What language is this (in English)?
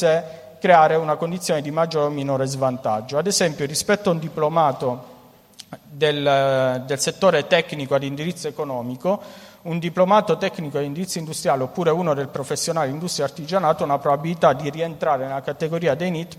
Italian